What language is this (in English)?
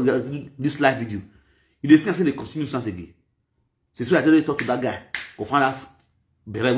Nigerian Pidgin